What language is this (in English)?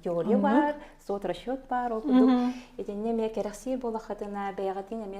Yakut